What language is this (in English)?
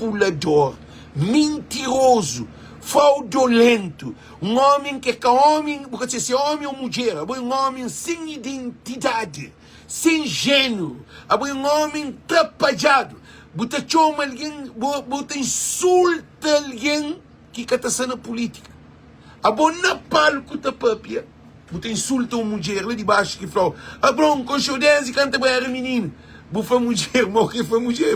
Kabuverdianu